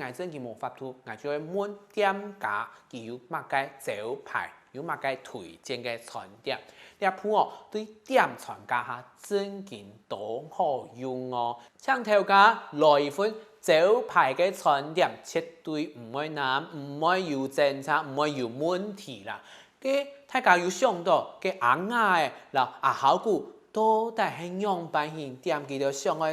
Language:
Hakka Chinese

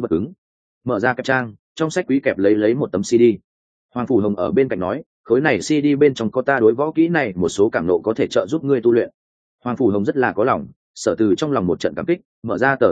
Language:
Vietnamese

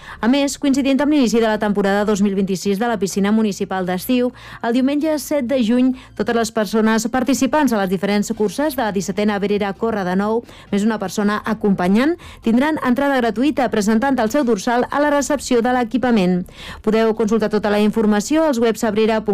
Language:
Catalan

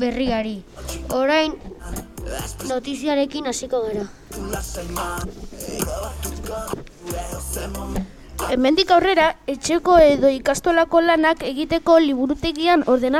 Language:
Basque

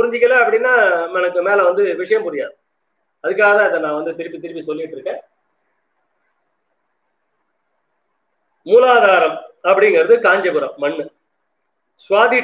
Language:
Tamil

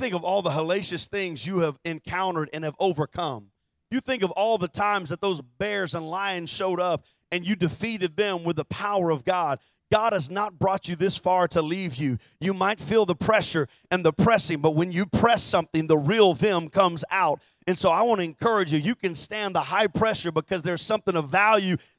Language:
English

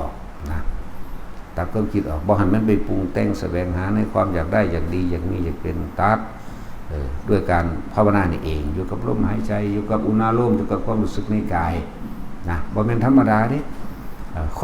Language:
Lao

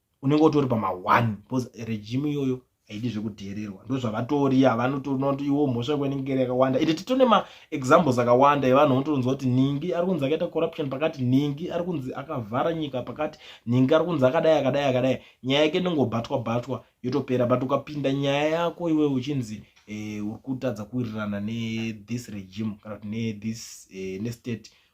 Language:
Shona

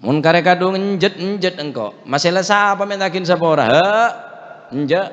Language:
Madurese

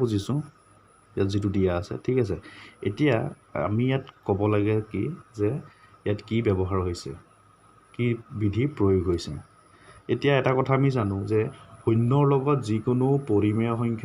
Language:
Assamese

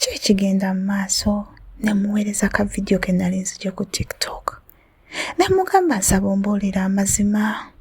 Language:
Ganda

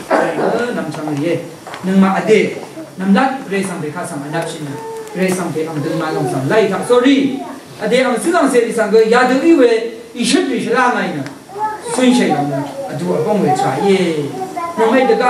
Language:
Rawang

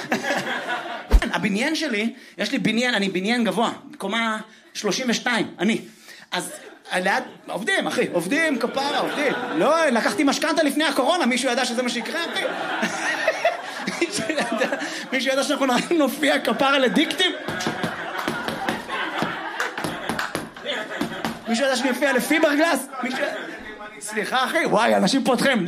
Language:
Hebrew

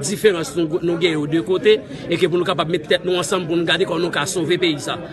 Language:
Haitian Creole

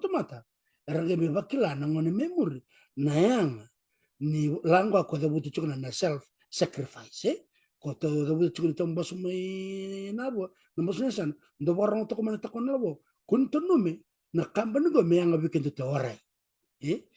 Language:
Fijian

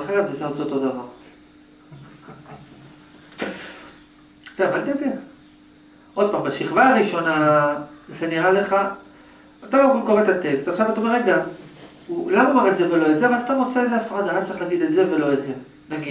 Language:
Hebrew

